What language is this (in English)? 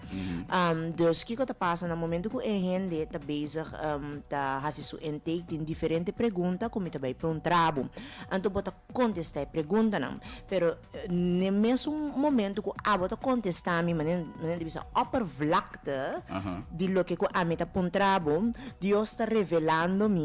Papiamento